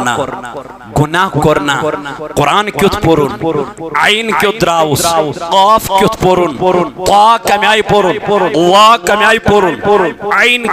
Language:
Kashmiri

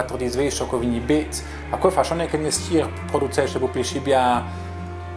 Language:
Romansh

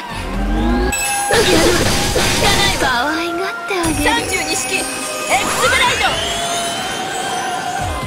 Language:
Japanese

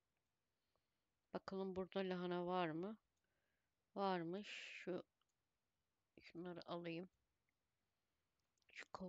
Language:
Turkish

